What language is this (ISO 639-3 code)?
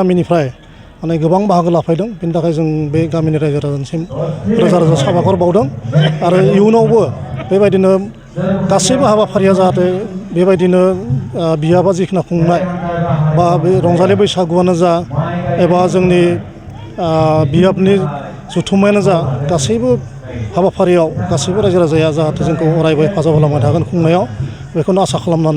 brx